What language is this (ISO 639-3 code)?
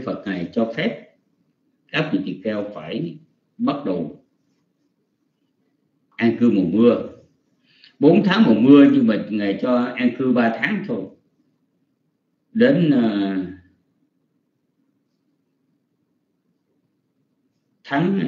vie